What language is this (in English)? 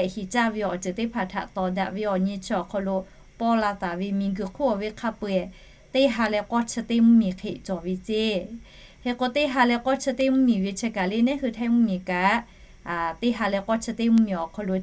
Lahu